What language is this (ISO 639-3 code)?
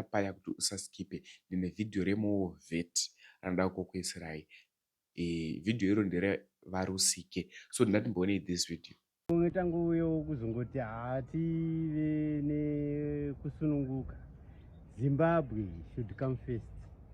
sna